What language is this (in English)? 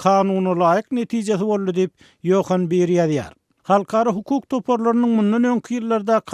Turkmen